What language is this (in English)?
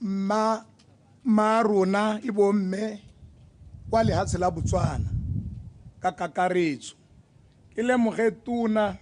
Tswana